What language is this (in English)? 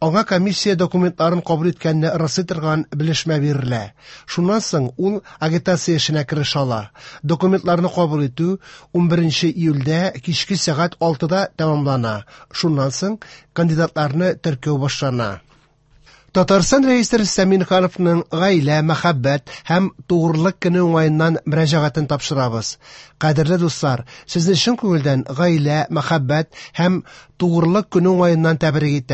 Tatar